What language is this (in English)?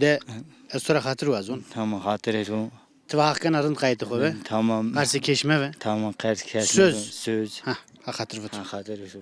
Zaza